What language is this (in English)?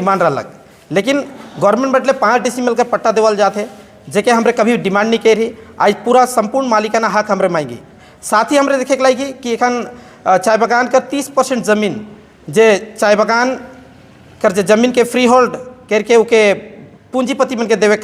Sadri